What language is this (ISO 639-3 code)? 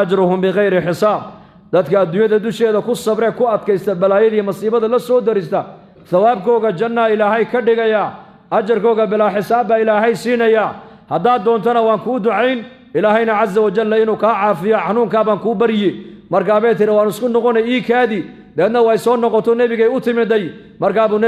som